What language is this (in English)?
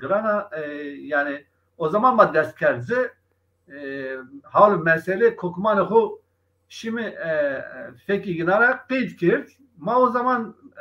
Zaza